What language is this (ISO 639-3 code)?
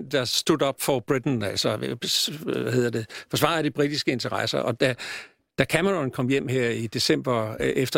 dan